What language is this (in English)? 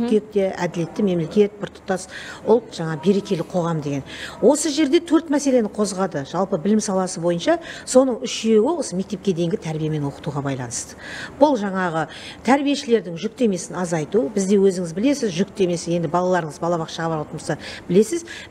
Kazakh